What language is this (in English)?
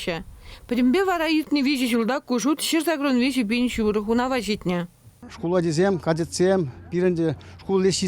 Chuvash